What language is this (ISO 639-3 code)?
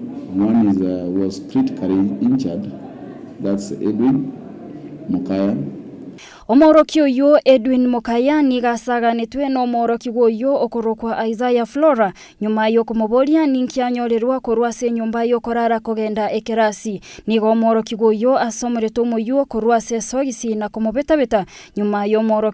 guz